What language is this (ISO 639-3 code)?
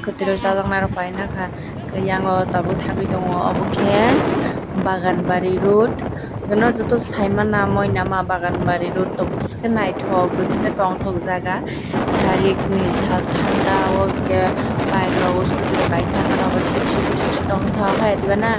trp